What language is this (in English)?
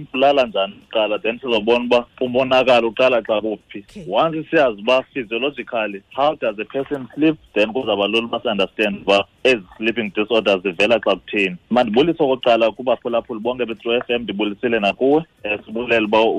Xhosa